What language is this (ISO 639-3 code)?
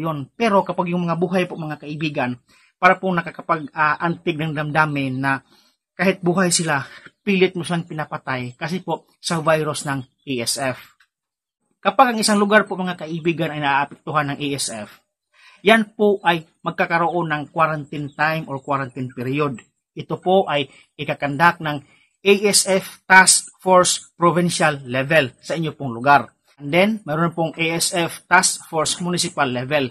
fil